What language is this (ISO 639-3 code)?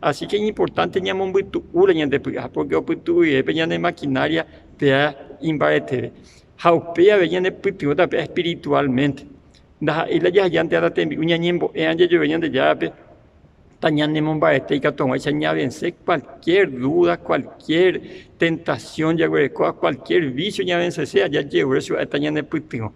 grn